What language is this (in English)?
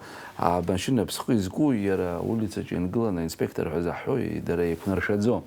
Abkhazian